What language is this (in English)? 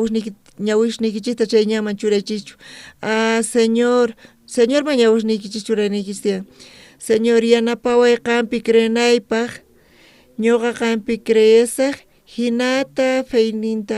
South Bolivian Quechua